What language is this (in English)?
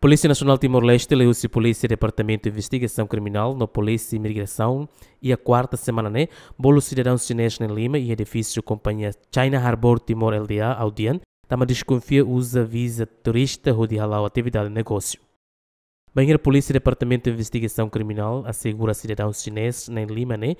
Tetum